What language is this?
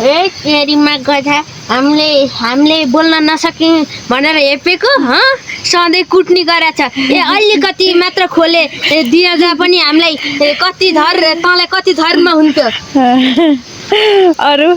Nepali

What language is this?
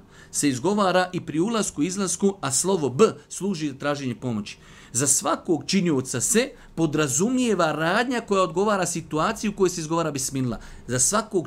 Bosnian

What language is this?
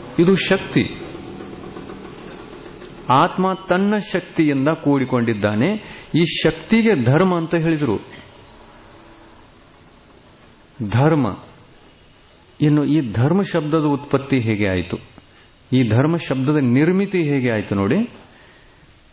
Kannada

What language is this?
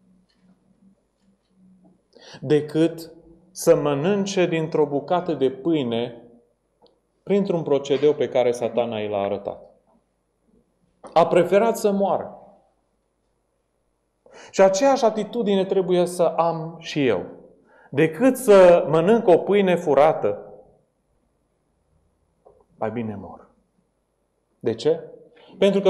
Romanian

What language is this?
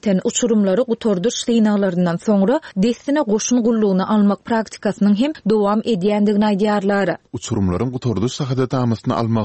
Turkmen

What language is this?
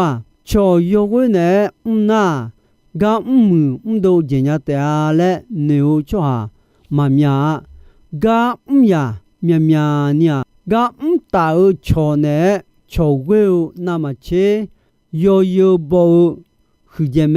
Akha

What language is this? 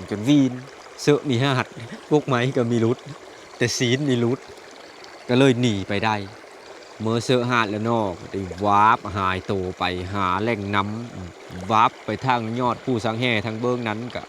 Lao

